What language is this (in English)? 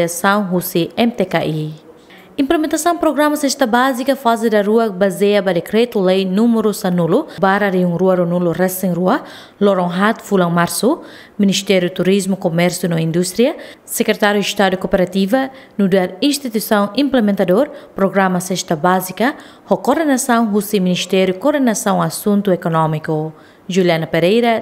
Tetum